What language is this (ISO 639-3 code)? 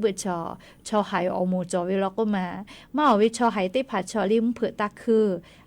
lhu